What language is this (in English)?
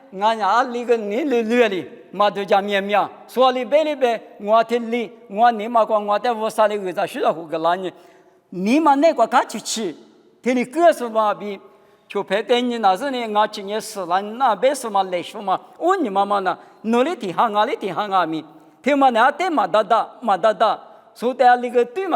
Lisu